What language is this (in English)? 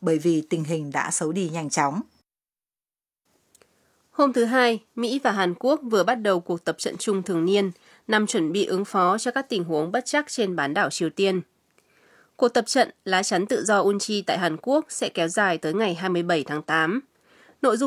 Vietnamese